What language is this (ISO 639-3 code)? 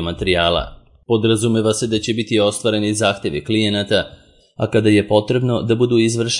srp